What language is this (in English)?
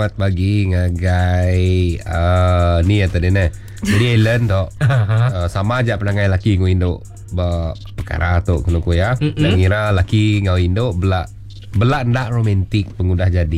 Iban